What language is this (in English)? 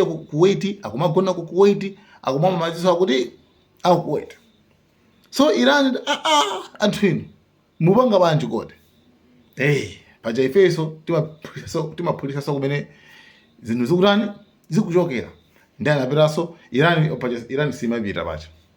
Nyanja